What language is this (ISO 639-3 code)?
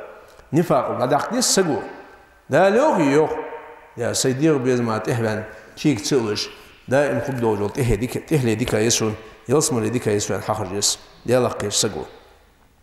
inh